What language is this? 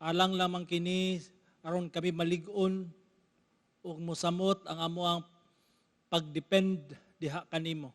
Cebuano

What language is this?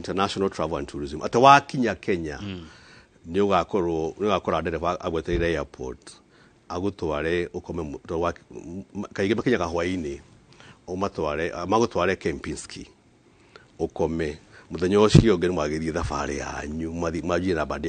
Kikuyu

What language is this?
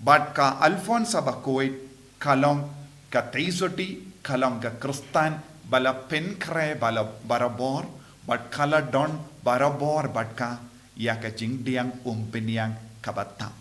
Khasi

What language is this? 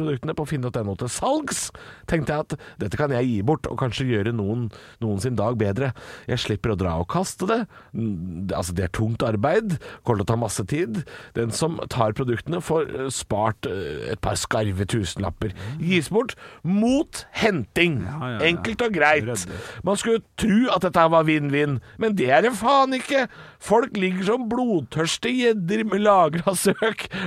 Norwegian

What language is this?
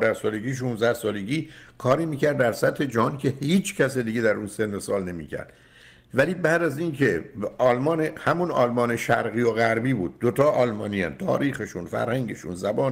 Persian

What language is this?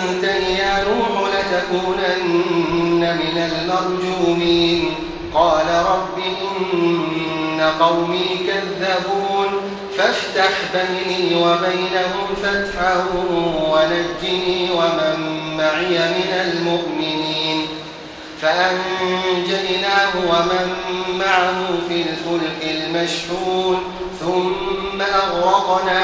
Arabic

